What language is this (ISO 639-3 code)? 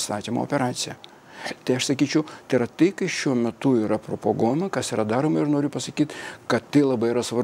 lit